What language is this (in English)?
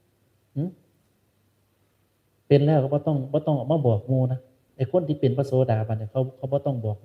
Northeastern Thai